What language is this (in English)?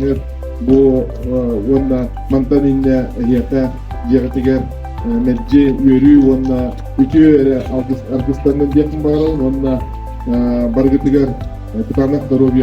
Yakut